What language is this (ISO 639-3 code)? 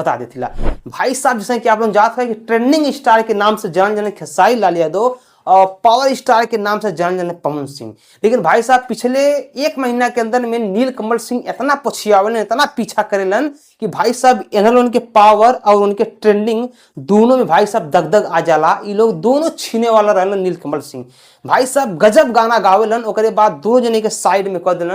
bho